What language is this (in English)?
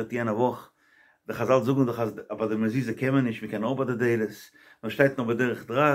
Yiddish